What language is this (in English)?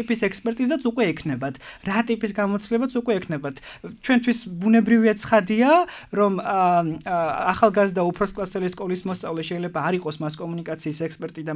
Georgian